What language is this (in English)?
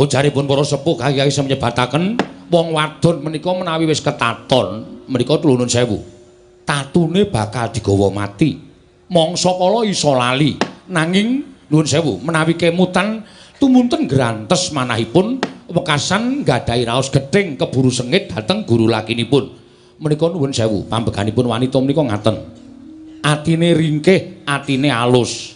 Javanese